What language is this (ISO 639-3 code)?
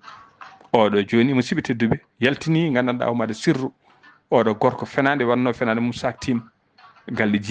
ful